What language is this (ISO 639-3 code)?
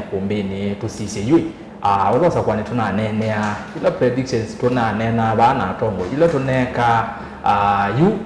kam